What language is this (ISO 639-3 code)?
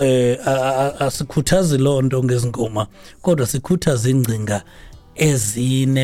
xho